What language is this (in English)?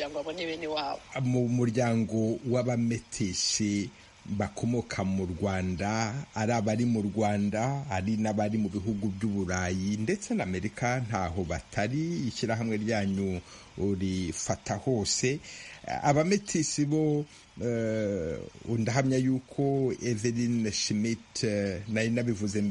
Kinyarwanda